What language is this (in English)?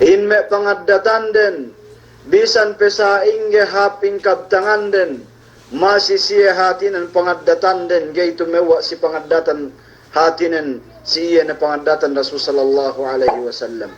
Yakan